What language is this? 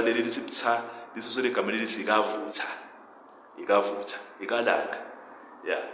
Zulu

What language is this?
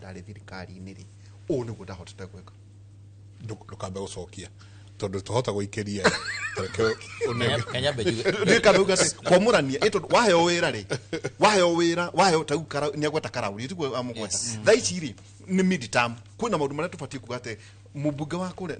Kikuyu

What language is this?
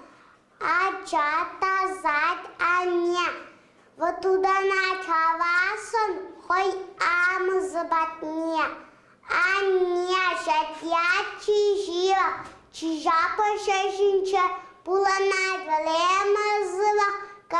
Chuvash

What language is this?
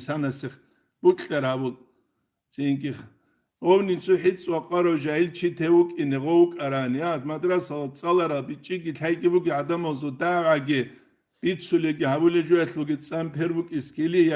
Avaric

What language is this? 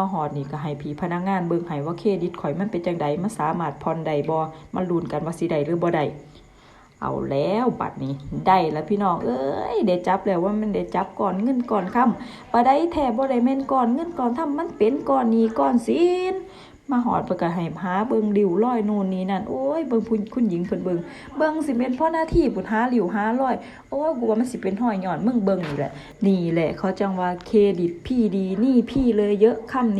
Lao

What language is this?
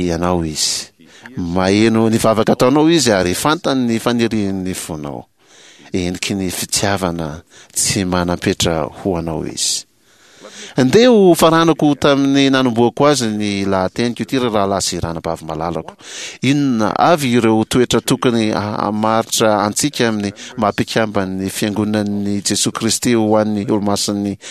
Malagasy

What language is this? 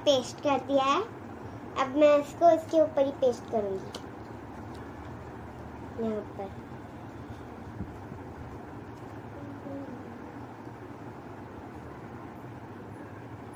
Hindi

